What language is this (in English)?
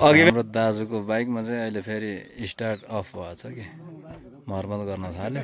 Nepali